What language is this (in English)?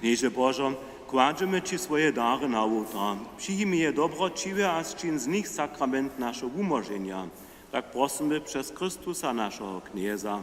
Upper Sorbian